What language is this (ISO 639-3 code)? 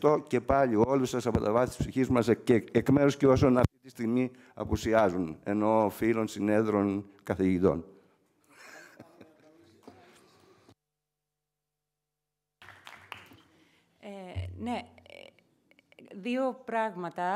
ell